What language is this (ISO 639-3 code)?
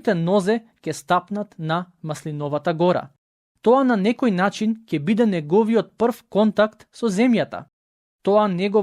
mkd